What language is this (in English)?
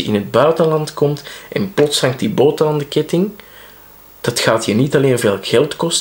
Dutch